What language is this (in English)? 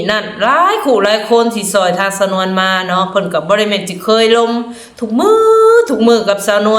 Lao